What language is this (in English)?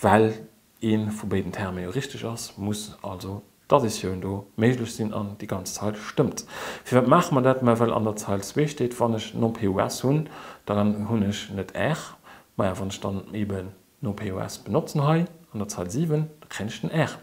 Luxembourgish